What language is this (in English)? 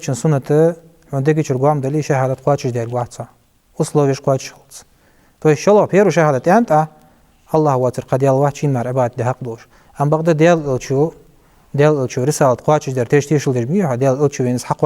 Ingush